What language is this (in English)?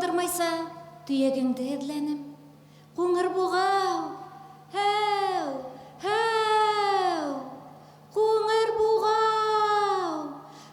Bashkir